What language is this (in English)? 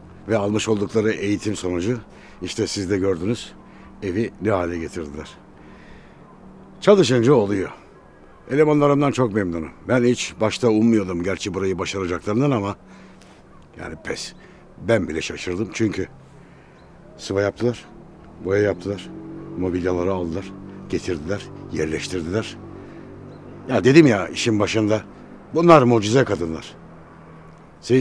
Turkish